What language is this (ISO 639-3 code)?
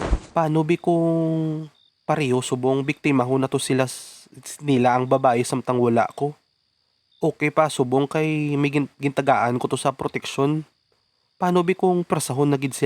hil